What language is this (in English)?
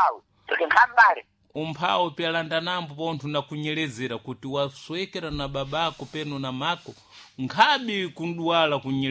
Sena